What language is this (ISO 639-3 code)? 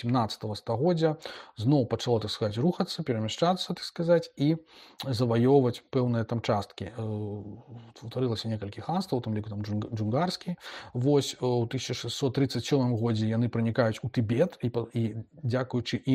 bel